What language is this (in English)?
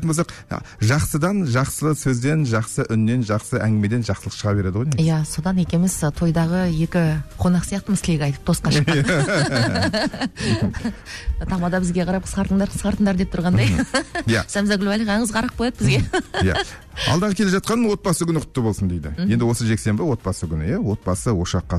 Kazakh